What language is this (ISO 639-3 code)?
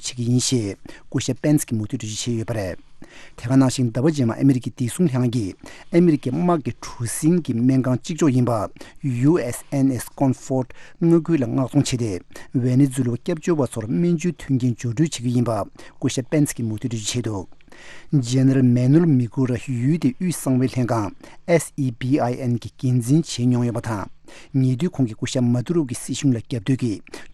bod